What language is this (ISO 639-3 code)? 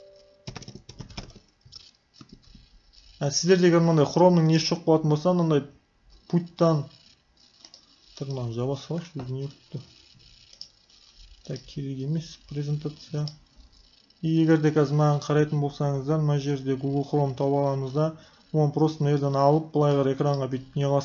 kaz